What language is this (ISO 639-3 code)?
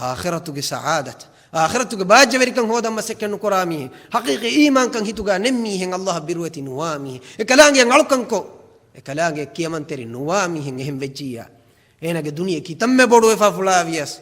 div